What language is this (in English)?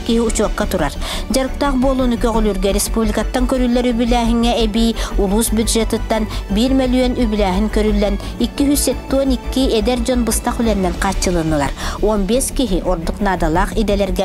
Yakut